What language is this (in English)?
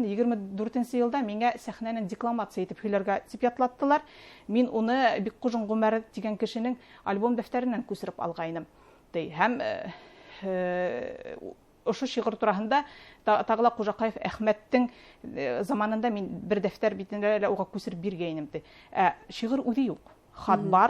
Bashkir